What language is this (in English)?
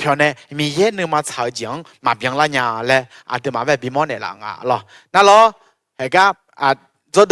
Akha